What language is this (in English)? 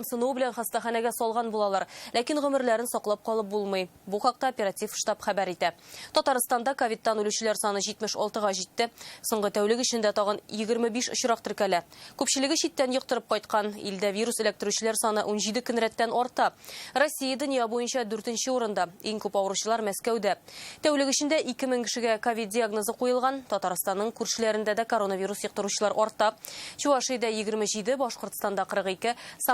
Tatar